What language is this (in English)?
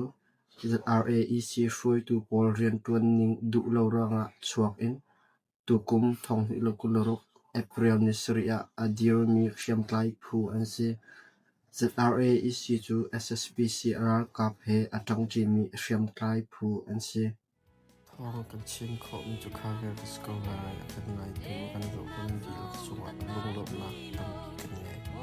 Hakha Chin